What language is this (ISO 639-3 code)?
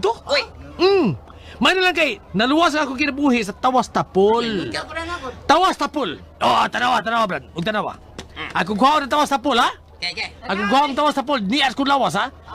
ceb